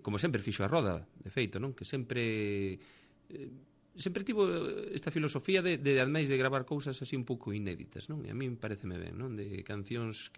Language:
Galician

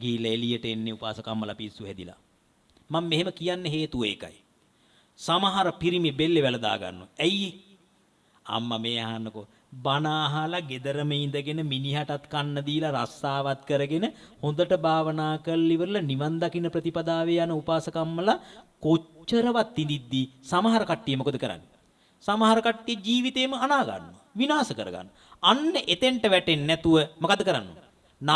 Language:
Sinhala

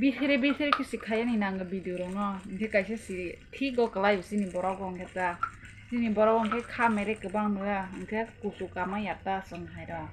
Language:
Kok Borok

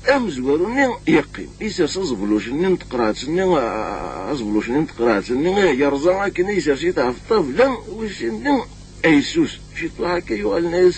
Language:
Kabyle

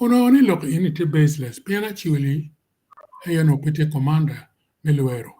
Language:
Acoli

